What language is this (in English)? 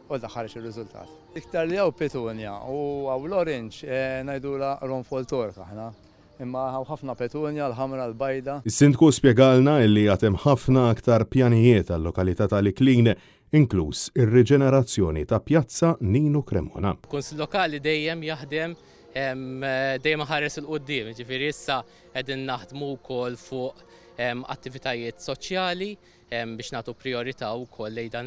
Maltese